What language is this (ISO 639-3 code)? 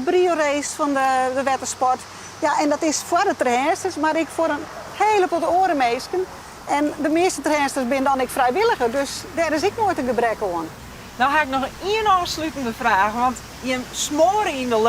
fry